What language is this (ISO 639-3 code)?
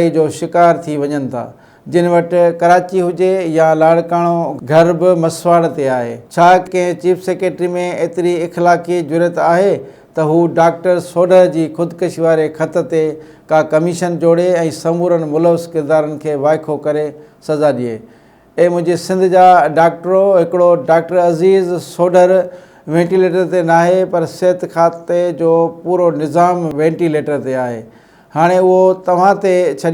snd